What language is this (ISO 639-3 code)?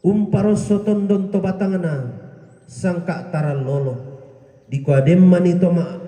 sda